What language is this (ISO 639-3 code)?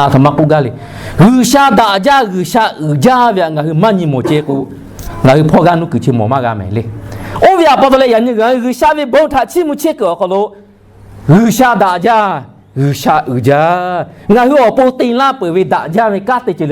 lhu